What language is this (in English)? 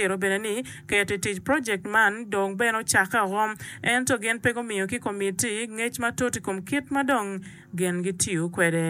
Acoli